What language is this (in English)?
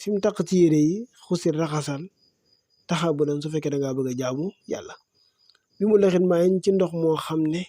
Wolof